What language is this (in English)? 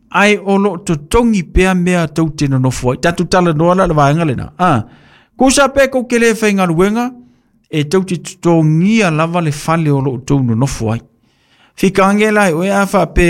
Samoan